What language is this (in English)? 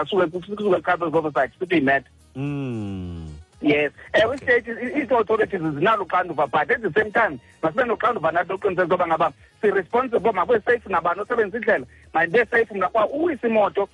Xhosa